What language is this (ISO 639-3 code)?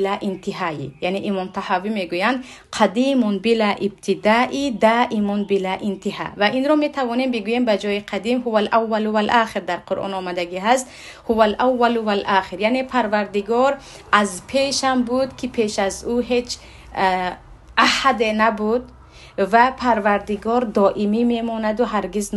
tgk